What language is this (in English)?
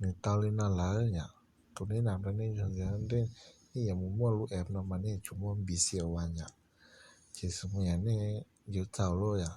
Hmong